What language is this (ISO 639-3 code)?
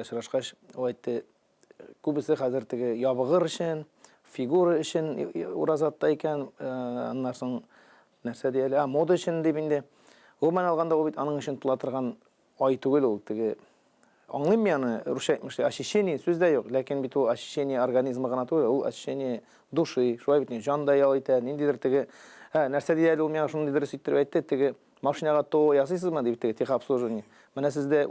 tat